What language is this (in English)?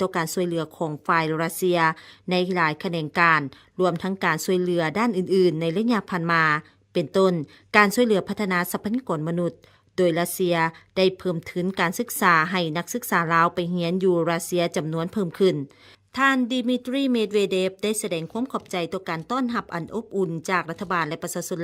Lao